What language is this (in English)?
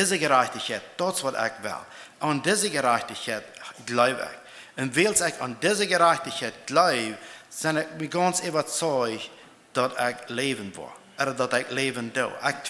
Plautdietsch